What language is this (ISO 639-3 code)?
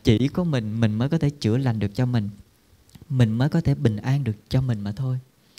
vie